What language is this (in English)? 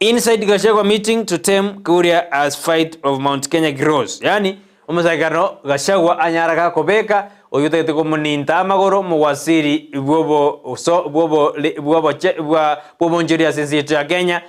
Gusii